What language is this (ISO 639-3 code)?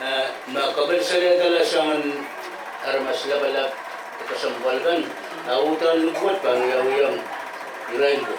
pon